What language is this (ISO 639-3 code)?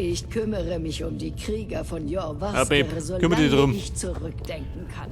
bar